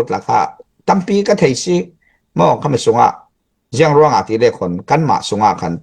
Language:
Falam Chin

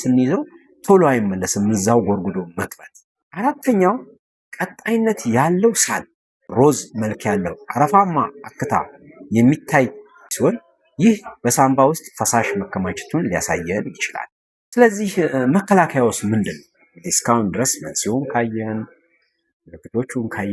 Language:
Amharic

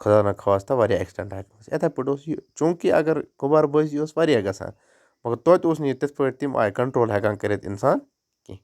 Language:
Kashmiri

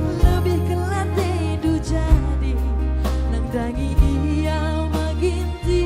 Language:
Batak Karo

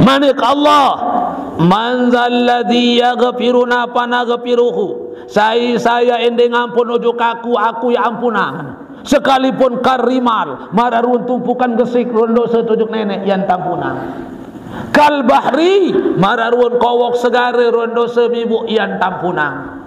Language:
Sasak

